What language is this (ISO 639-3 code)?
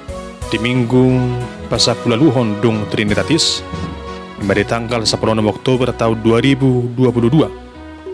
bbc